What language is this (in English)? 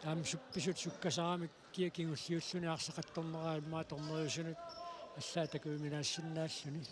Kalaallisut